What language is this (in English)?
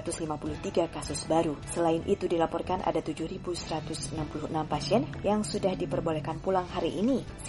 Indonesian